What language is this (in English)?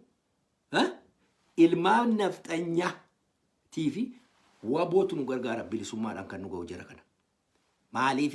Oromo